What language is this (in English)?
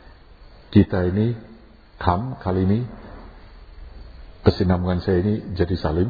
Indonesian